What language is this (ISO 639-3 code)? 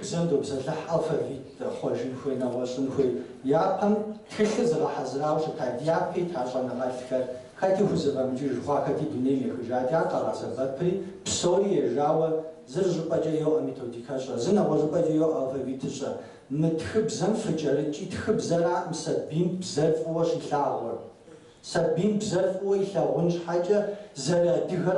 kbd